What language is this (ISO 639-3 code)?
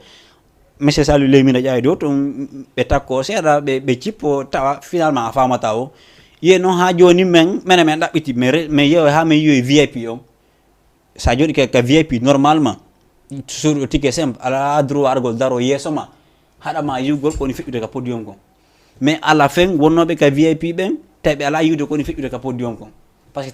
ful